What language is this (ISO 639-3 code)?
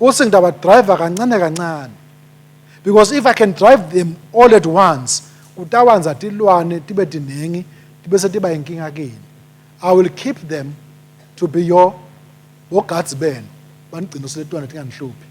ssw